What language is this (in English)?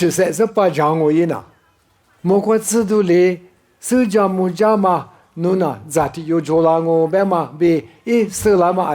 Lisu